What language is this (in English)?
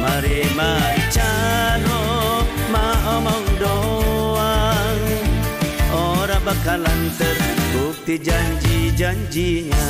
Betawi